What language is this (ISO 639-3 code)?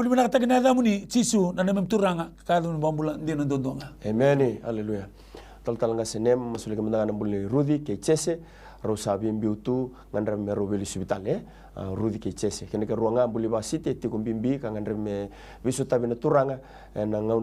fij